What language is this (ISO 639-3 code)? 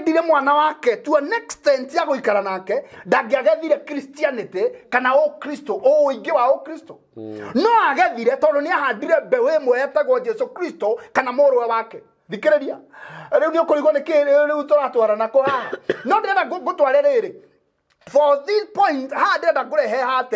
kik